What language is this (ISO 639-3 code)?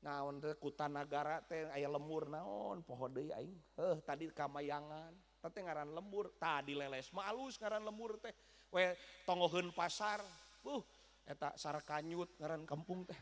sun